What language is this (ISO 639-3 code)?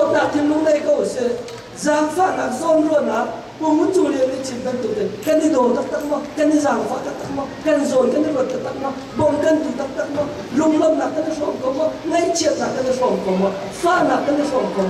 cnh